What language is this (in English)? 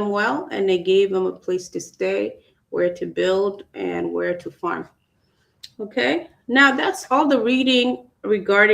Acoli